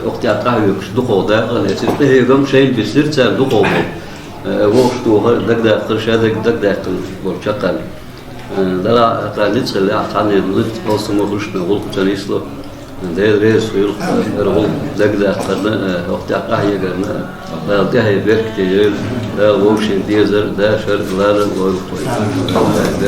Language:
Chechen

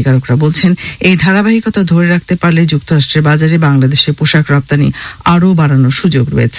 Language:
Bangla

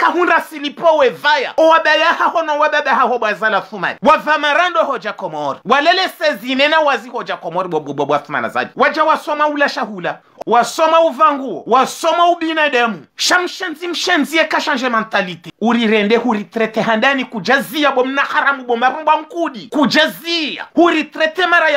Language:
Ngazidja Comorian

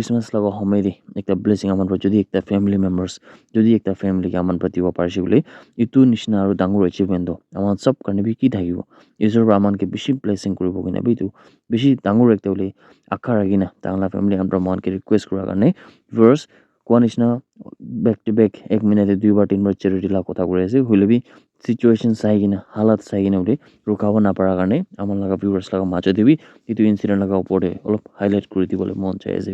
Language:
Naga Pidgin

